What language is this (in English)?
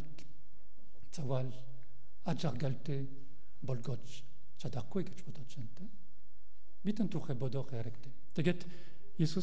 Mongolian